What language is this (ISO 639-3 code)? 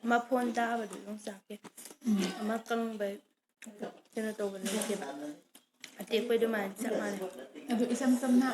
mni